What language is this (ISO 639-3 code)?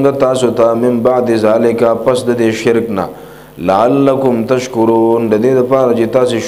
pus